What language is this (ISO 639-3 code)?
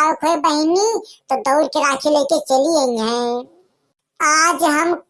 awa